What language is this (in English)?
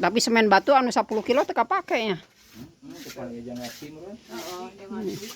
Sundanese